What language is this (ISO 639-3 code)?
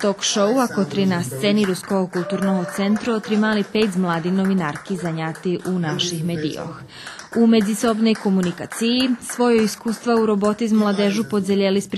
rue